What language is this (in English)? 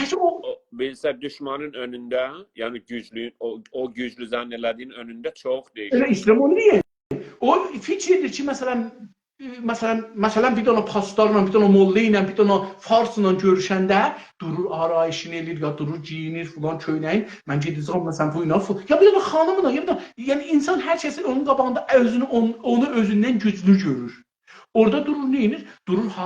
South Azerbaijani